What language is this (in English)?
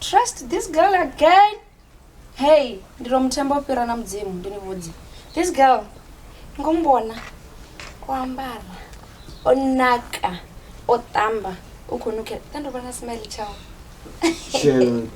Venda